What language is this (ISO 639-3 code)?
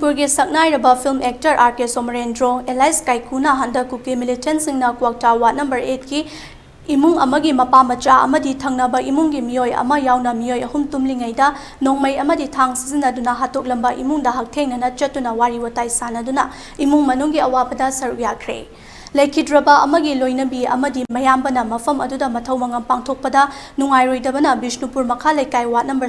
mni